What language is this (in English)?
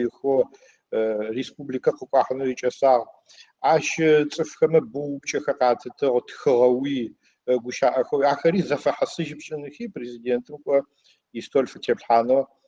Adyghe